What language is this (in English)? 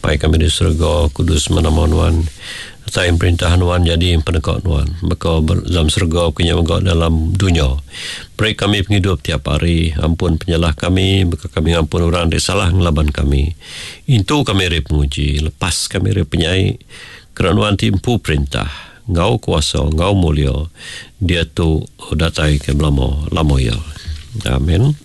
Iban